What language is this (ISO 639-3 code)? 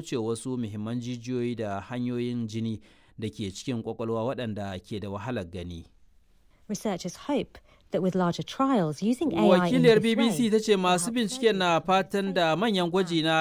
hau